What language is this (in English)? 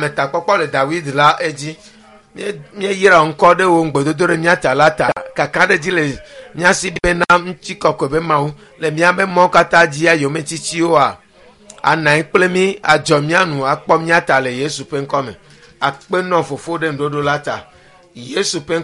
Ewe